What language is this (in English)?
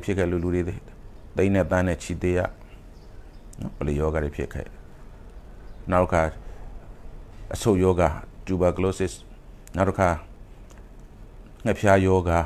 Burmese